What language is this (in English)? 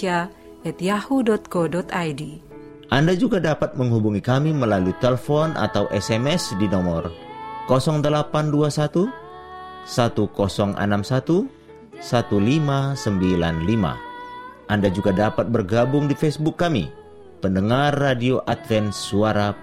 Indonesian